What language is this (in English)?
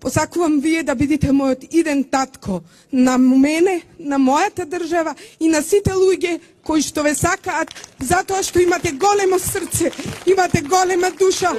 Macedonian